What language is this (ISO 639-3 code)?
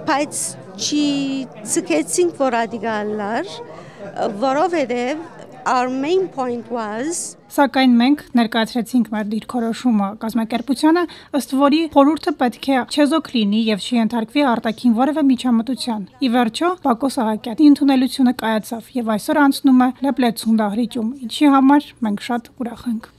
hyw